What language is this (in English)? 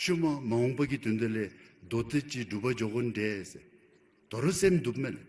Dzongkha